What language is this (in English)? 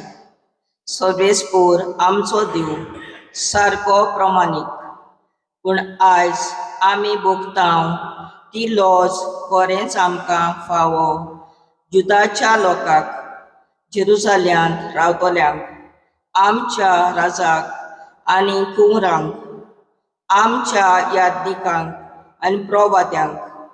Konkani